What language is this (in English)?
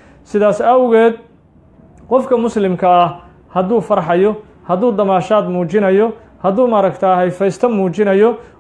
Somali